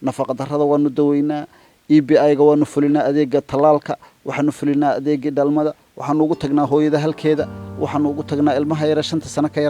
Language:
Somali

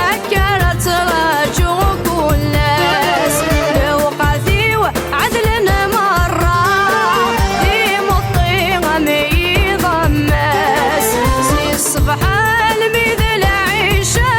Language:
Kabyle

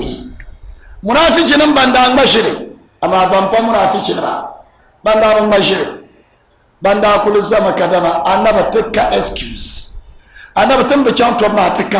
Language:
Dagbani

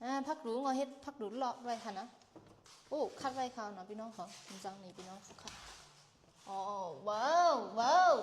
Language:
Shan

